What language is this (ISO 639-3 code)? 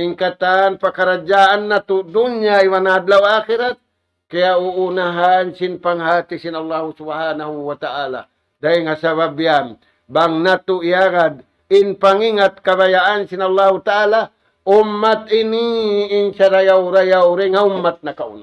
tsg